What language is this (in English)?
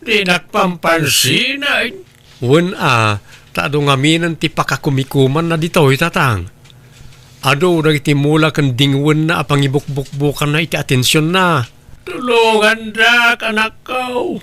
Iloko